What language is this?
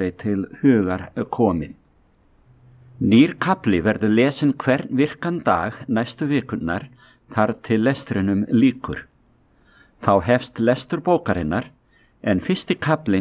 Icelandic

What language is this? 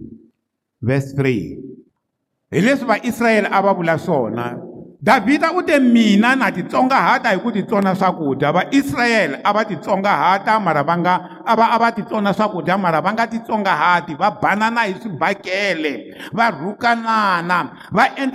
Tsonga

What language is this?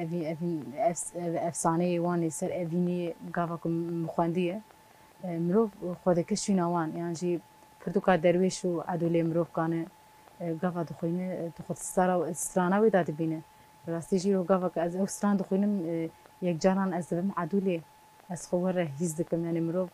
Kurdish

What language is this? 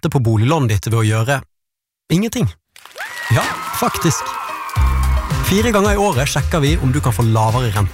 Norwegian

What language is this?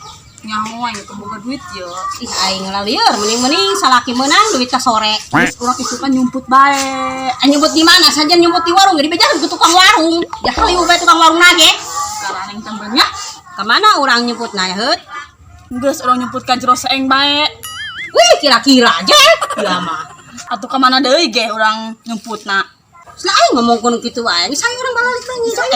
Sundanese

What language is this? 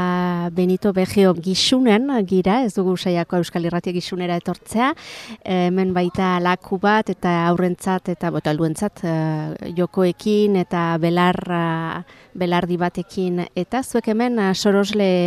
Basque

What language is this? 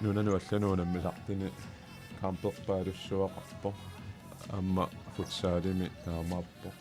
Kalaallisut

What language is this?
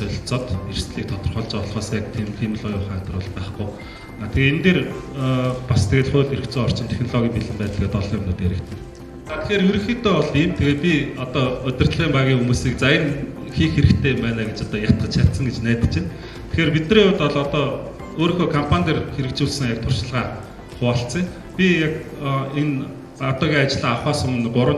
Mongolian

